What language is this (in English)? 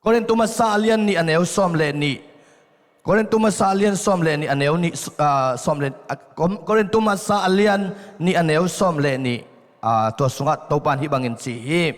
Tedim Chin